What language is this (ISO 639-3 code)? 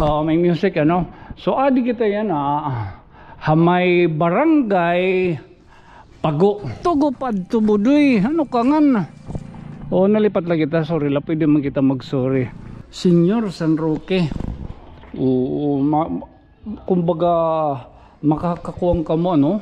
war